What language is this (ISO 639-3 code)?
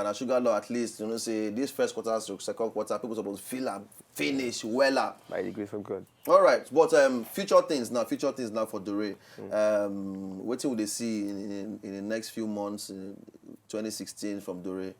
pcm